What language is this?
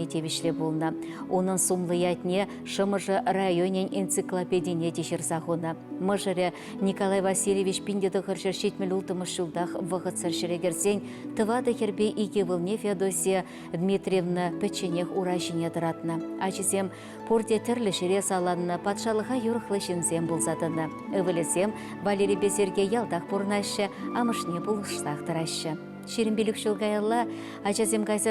Chuvash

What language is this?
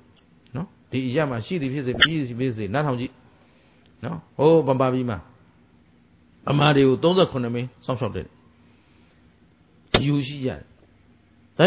Burmese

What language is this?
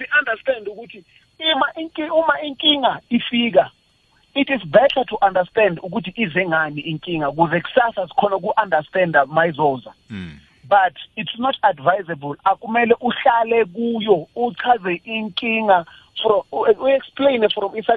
South Ndebele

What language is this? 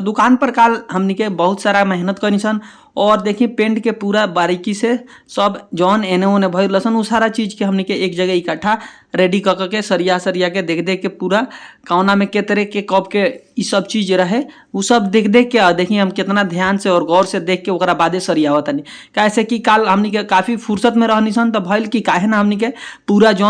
Bhojpuri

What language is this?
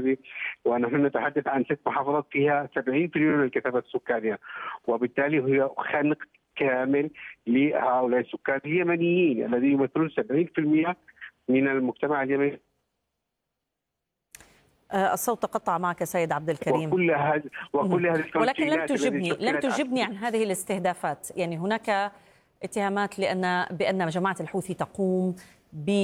Arabic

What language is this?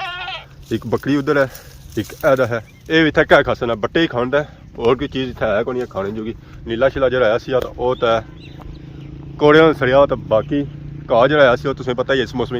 Pahari-Potwari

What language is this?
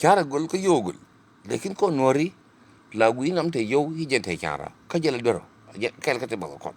Nuer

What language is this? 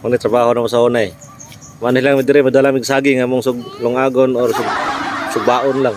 Cebuano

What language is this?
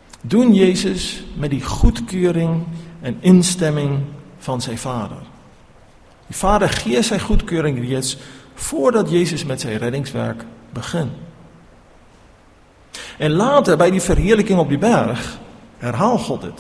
Afrikaans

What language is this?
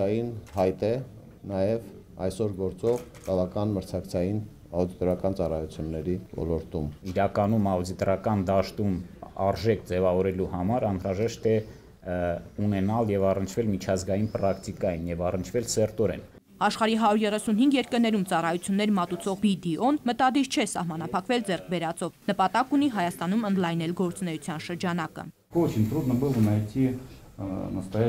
Armenian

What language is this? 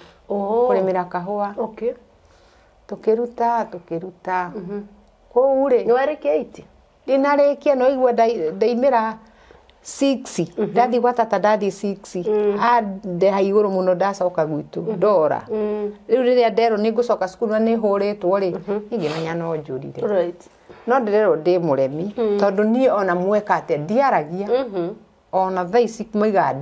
Kikuyu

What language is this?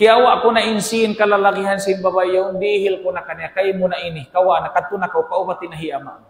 Tausug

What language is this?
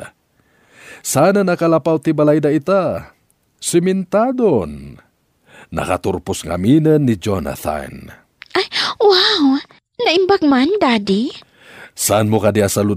Iloko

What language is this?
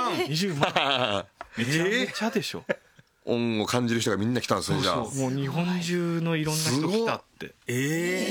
Japanese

